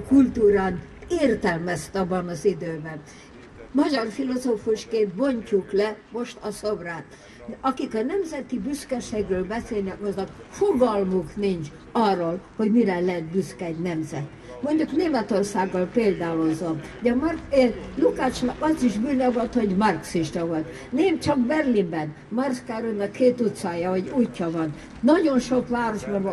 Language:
Hungarian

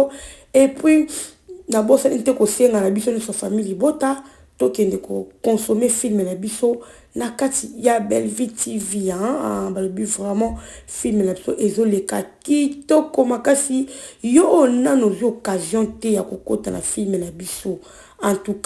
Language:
Lingala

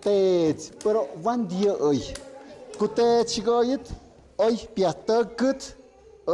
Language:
Tlahuitoltepec Mixe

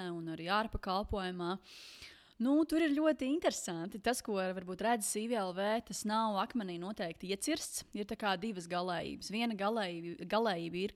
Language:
Latvian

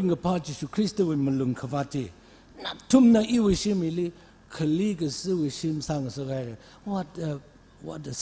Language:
Tangkhul Naga (India)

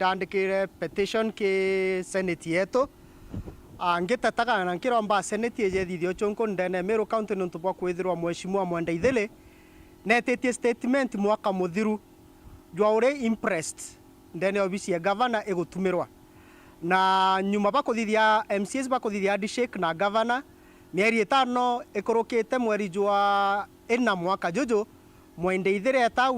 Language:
Meru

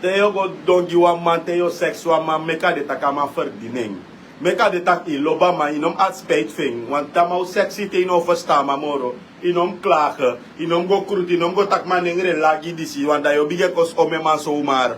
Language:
Sranan Tongo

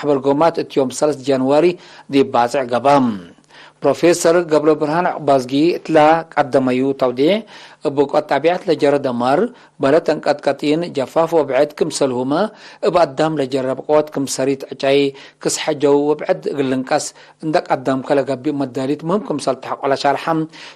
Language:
Tigre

